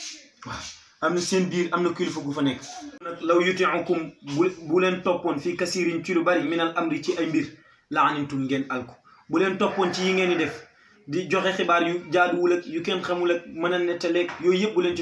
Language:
Wolof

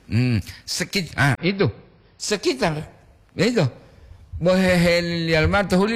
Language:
Gorontalo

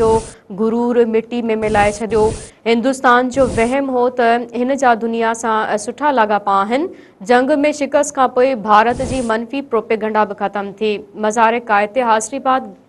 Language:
Sindhi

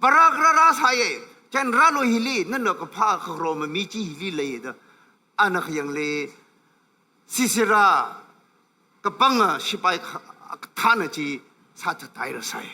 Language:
Tangkhul Naga (India)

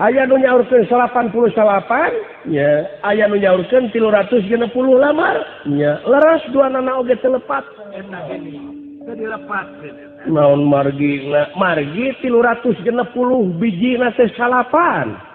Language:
Sundanese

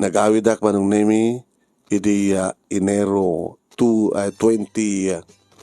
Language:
Iloko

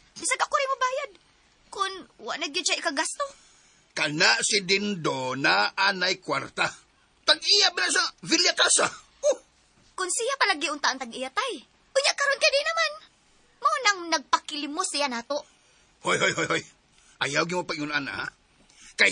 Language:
Cebuano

